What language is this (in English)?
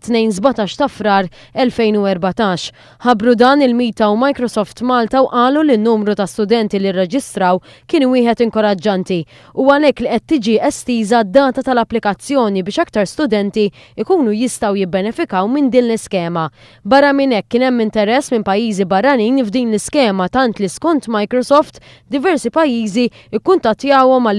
Maltese